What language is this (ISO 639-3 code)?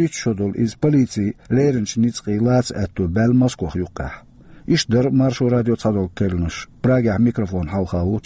che